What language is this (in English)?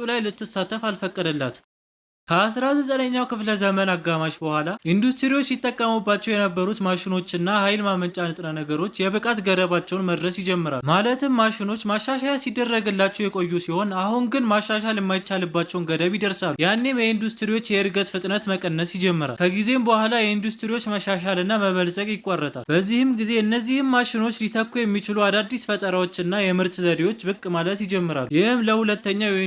Amharic